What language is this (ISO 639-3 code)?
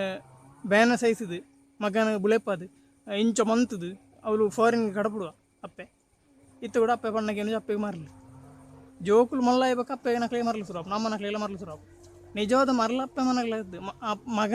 tcy